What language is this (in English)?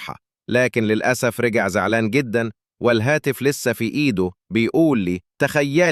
Egyptian Arabic